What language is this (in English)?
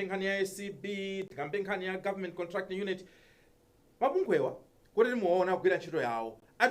Nyanja